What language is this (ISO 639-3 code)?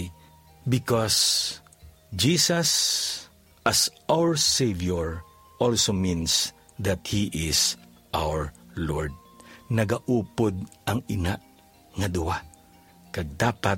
hil